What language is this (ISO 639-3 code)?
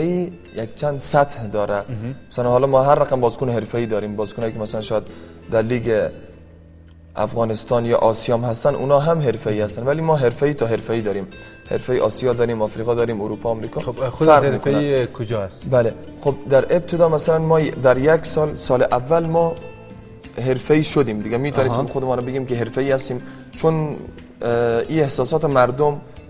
fas